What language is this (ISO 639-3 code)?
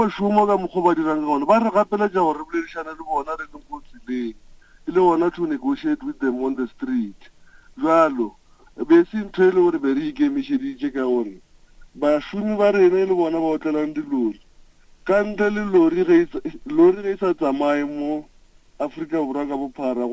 nso